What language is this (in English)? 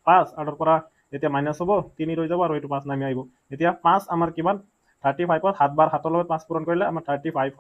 Assamese